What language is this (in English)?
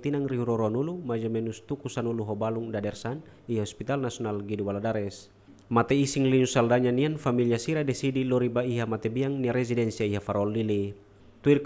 Tetum